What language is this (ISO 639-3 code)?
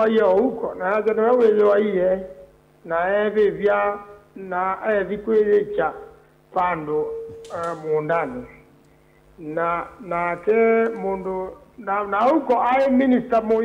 kam